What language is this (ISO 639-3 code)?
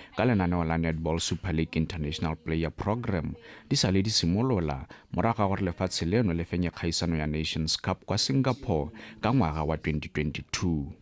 tsn